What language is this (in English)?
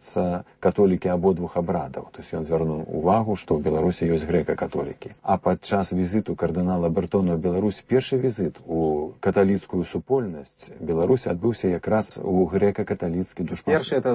Belarusian